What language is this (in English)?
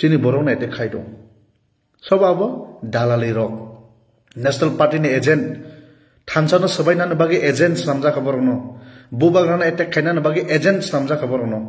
Kok Borok